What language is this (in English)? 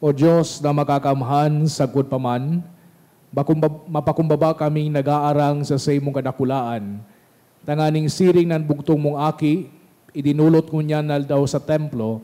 Bikol